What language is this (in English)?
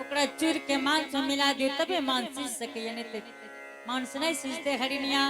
Angika